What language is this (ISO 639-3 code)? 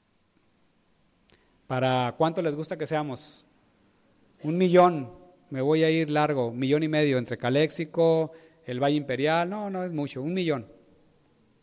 spa